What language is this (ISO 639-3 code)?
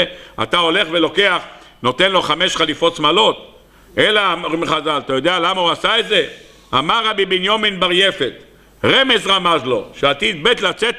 heb